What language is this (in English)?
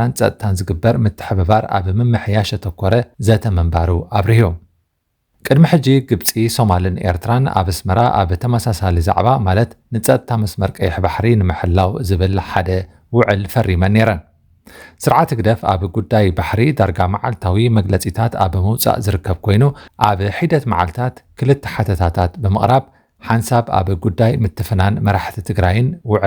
Tigrinya